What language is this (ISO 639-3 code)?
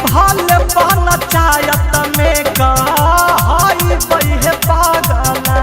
mag